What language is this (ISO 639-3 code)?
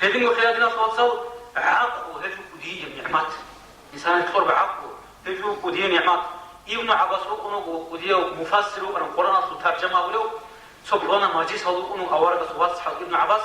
ava